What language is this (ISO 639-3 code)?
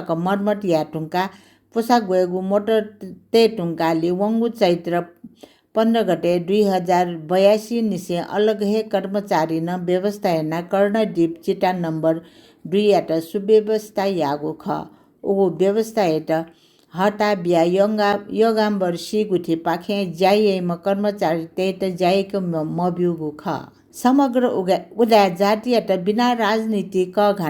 new